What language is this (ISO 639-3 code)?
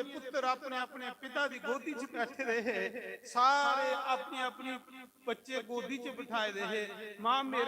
doi